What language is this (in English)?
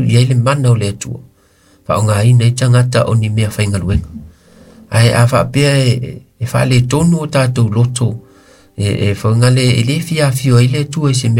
Samoan